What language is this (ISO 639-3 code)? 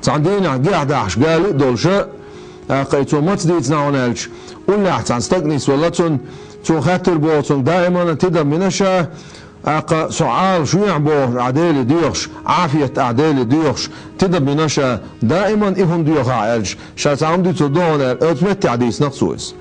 che